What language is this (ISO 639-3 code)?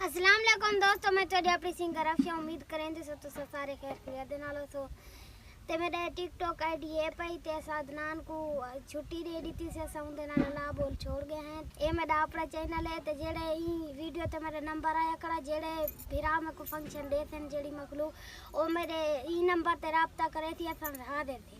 skr